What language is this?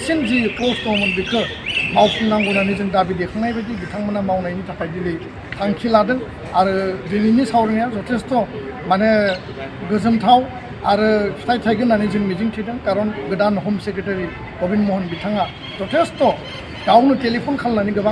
Bodo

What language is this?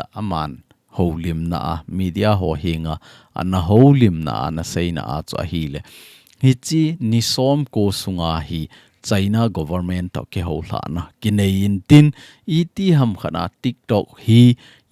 Thado Chin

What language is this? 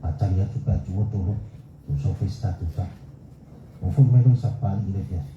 Samoan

